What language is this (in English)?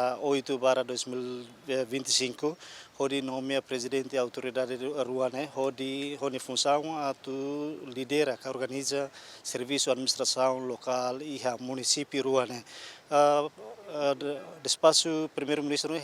Tetum